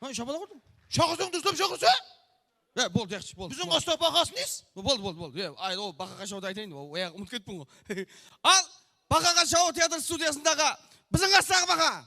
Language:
Kara-Kalpak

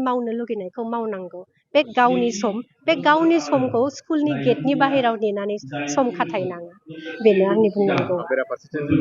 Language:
Bodo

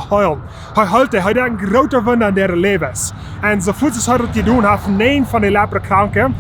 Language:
Plautdietsch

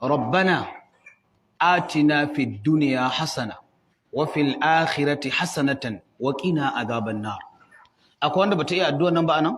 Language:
Hausa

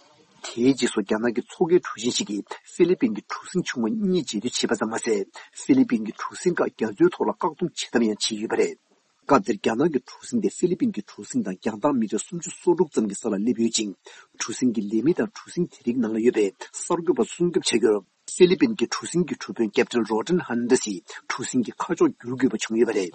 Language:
Tibetan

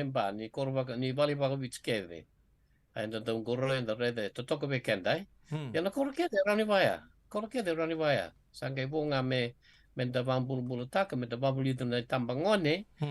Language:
Fijian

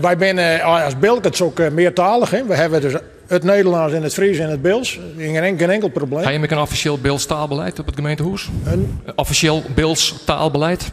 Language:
Western Frisian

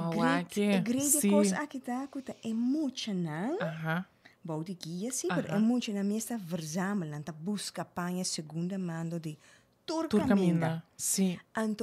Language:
Papiamento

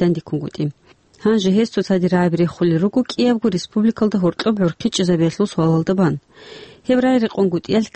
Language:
Avaric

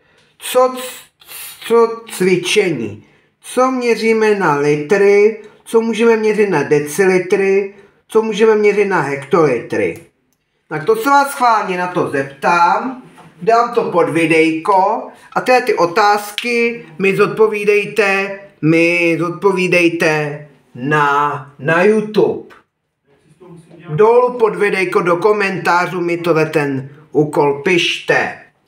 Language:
Czech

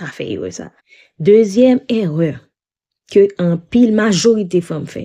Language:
Haitian Creole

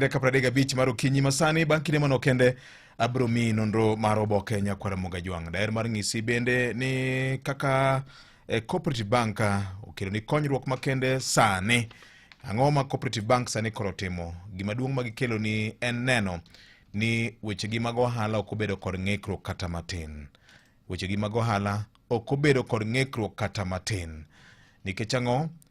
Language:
Luo (Kenya and Tanzania)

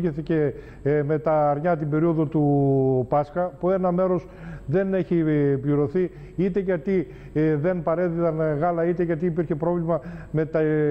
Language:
Greek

